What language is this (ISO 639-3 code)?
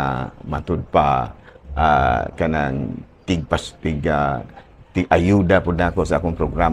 ceb